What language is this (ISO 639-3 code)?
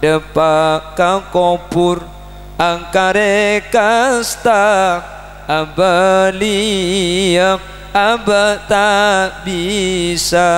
mad